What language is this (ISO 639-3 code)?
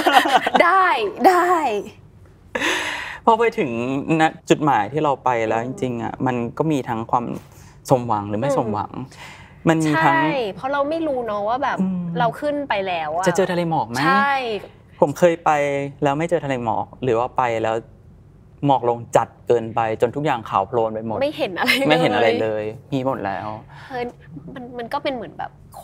tha